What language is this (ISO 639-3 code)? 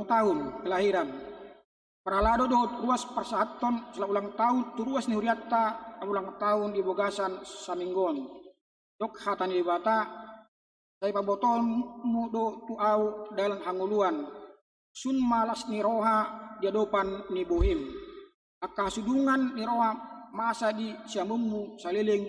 bbc